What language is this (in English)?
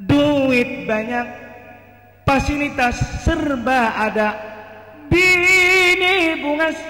Banjar